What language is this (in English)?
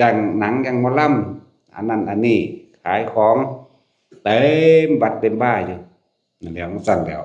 Northeastern Thai